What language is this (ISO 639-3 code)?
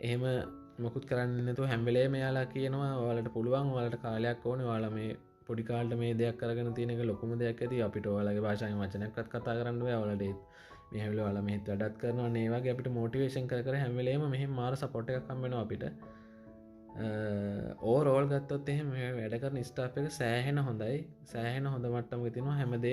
sin